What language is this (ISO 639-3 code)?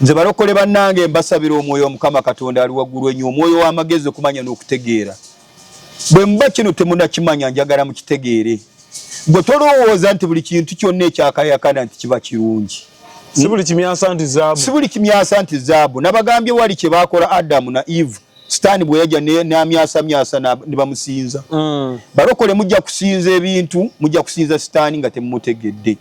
lug